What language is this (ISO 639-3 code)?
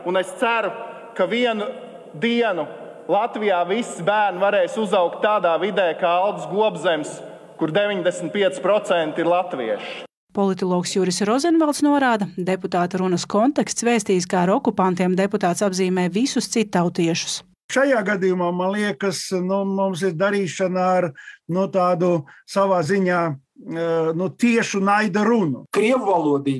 lav